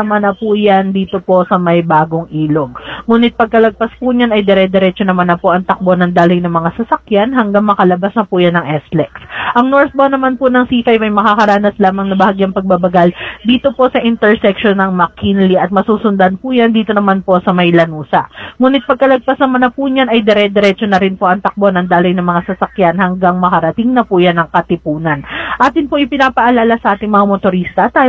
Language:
Filipino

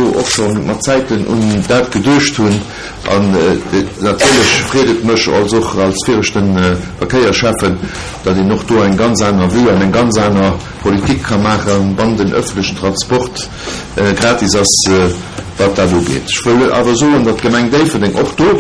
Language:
Luxembourgish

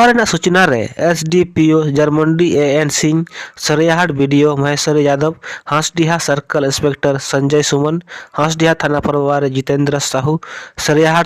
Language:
Santali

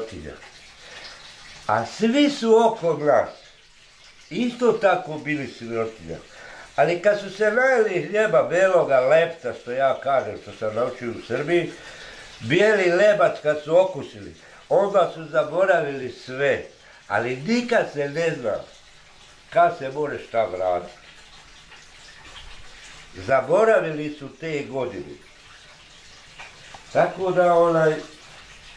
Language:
Bosnian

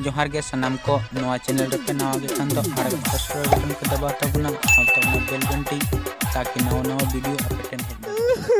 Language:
Santali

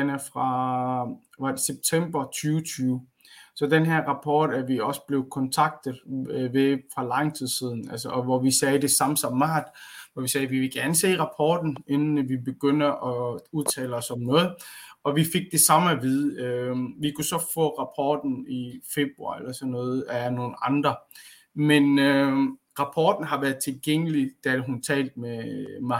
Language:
Danish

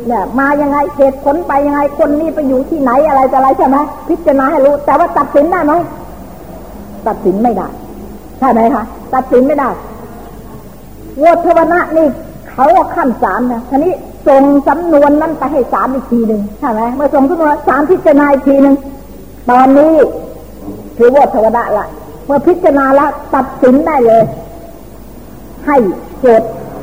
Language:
Thai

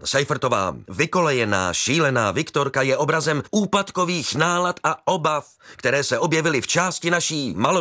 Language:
Czech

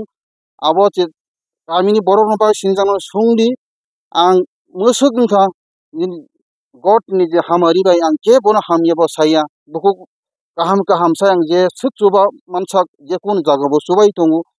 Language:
Kok Borok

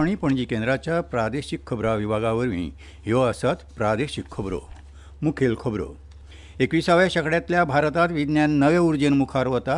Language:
Konkani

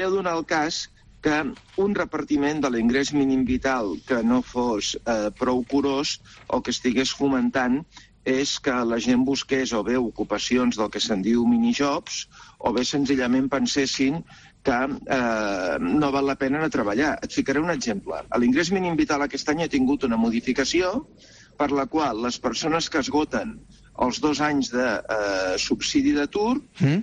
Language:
Catalan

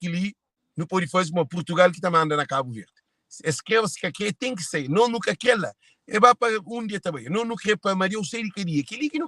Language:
Kabuverdianu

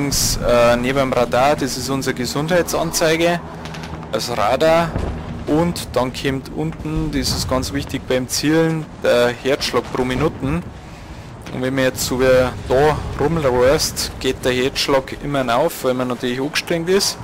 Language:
Bavarian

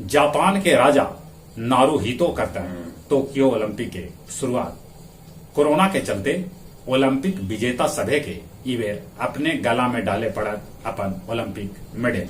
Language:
Magahi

